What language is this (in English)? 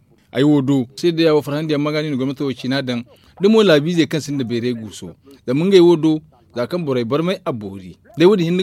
Zarma